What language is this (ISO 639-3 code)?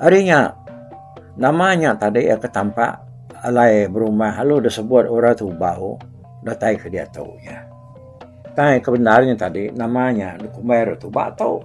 iba